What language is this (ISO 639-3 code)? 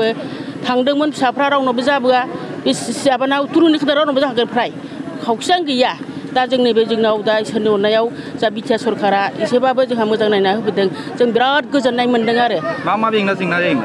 brx